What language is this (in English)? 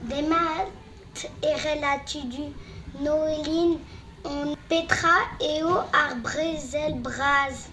Breton